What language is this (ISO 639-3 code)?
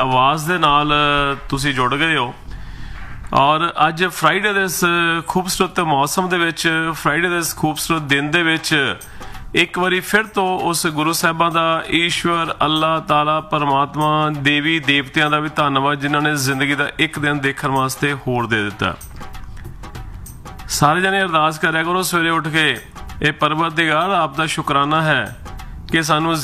pan